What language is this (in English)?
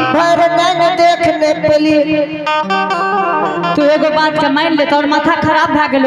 Angika